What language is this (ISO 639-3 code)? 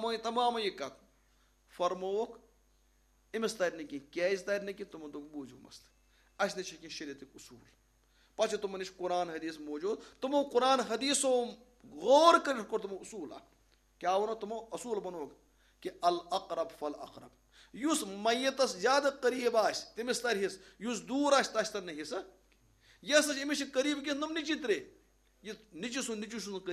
kas